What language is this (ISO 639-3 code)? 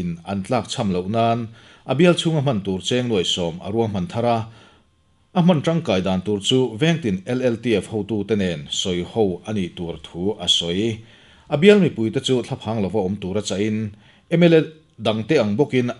lus